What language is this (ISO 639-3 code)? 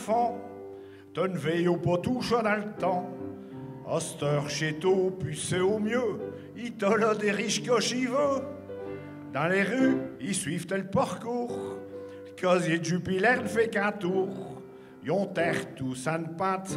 pcd